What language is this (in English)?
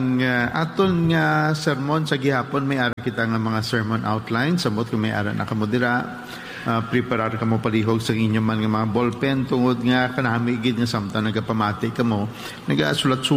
Hiligaynon